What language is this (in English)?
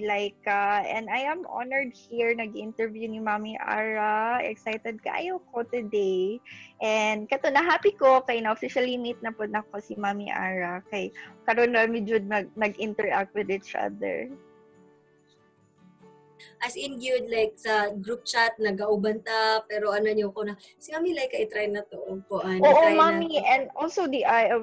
Cebuano